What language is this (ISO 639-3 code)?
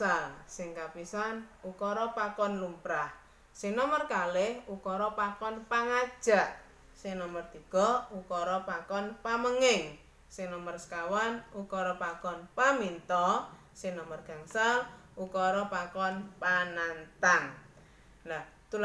jav